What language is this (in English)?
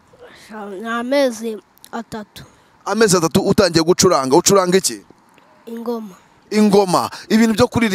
Kinyarwanda